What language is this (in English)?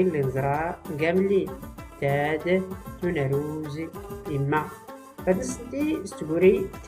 Tachelhit